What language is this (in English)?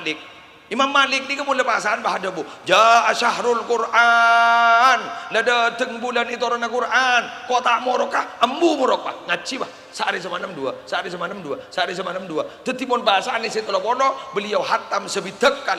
Madurese